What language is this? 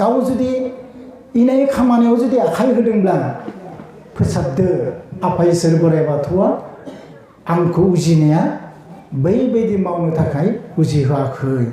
Bodo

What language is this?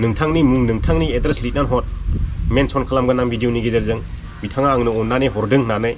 Bodo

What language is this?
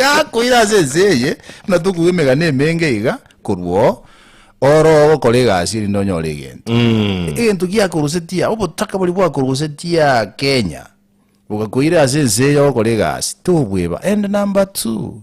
Gusii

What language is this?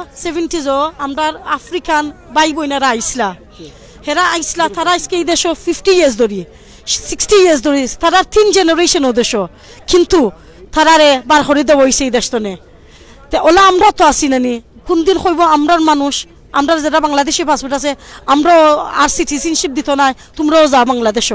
Sylheti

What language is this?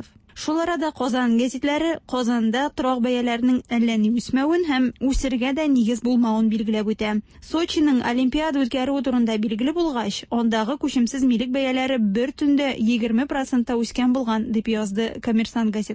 Tatar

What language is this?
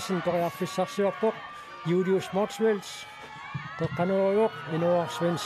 Kalaallisut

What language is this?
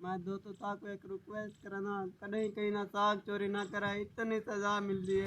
Saraiki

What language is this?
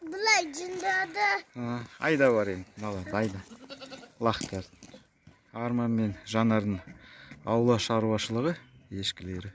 Kazakh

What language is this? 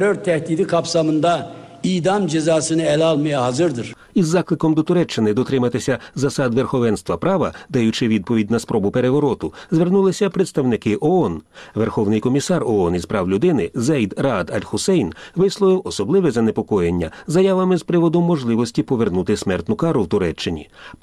Ukrainian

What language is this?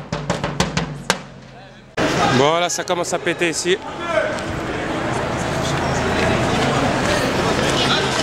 French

